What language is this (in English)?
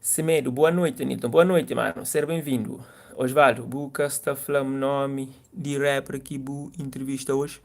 Kabuverdianu